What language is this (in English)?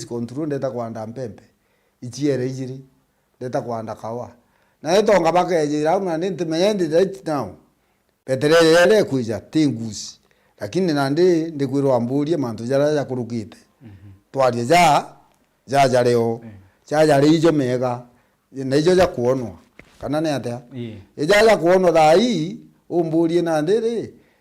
Meru